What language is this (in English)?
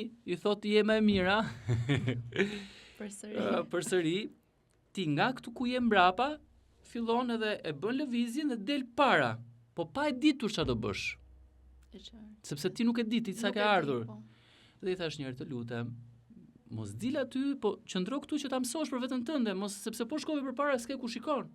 Albanian